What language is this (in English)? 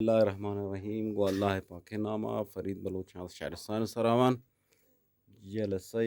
Eastern Balochi